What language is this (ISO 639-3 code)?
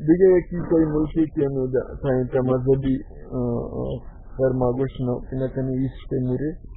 bal